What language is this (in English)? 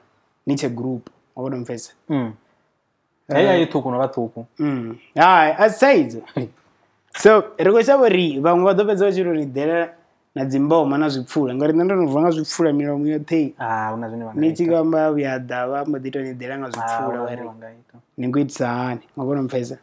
Venda